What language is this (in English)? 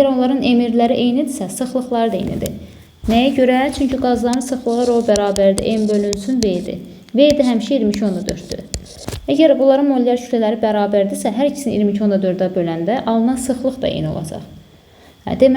Azerbaijani